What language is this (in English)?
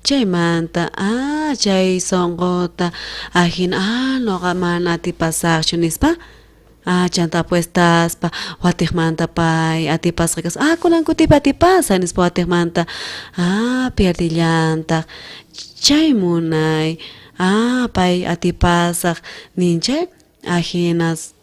South Bolivian Quechua